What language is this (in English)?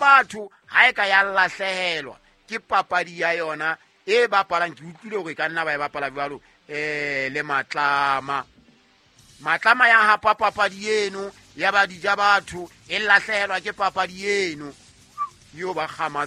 Southern Sotho